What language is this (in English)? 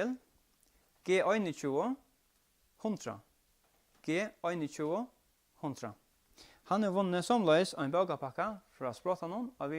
Faroese